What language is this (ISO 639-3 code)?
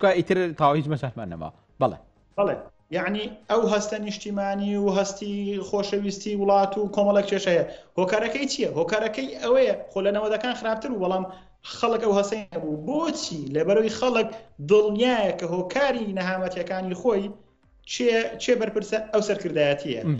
ckb